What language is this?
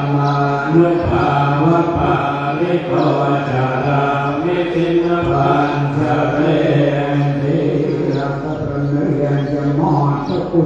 Pali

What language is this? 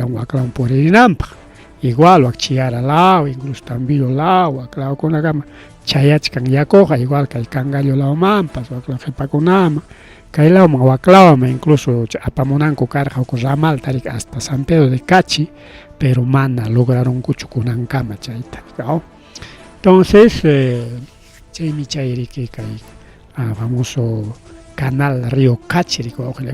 Ayacucho Quechua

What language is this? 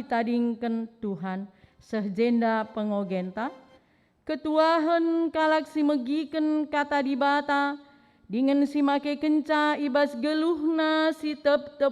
Batak Karo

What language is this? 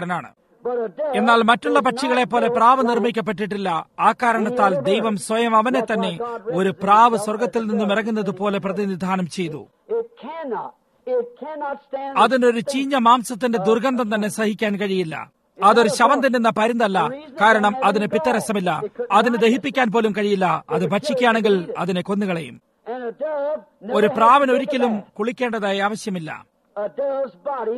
Malayalam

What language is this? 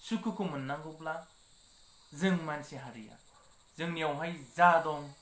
Bodo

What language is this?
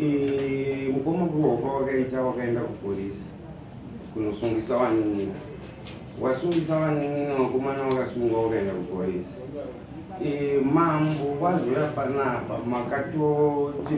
Shona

